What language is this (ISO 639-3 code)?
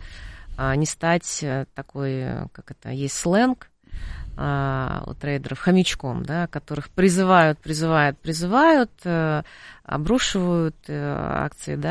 rus